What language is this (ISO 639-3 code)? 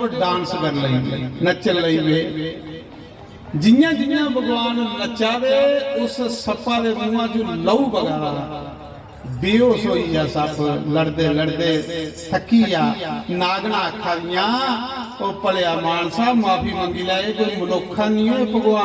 doi